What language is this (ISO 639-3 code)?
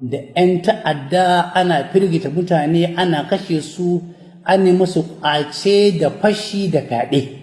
hau